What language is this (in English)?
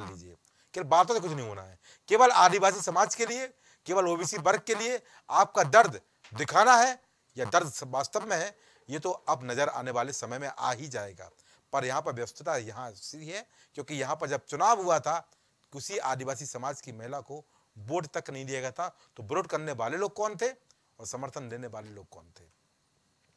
Hindi